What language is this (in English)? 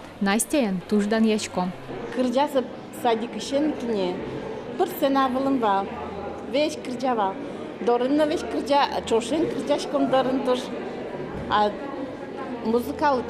Udmurt